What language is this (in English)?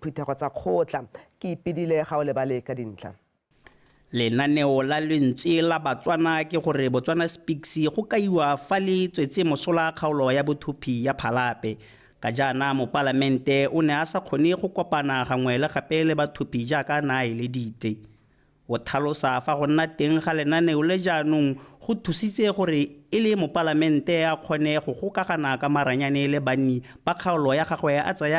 Tswana